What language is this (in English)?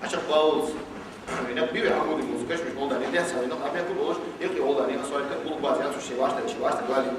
Ingush